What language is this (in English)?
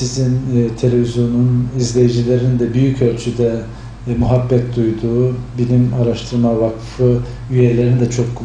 Turkish